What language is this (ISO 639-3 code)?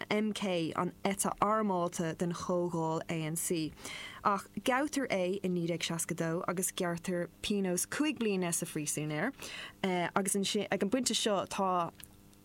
gle